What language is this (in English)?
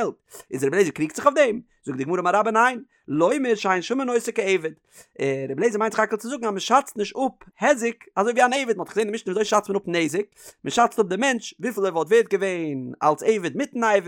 Yiddish